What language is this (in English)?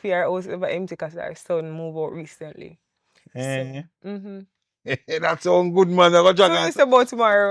Jamaican Creole English